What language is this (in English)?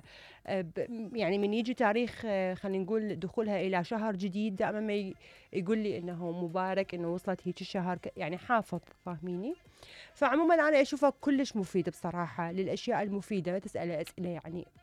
Mesopotamian Arabic